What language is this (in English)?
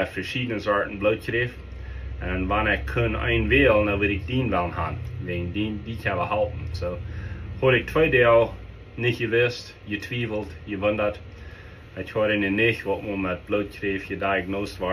Plautdietsch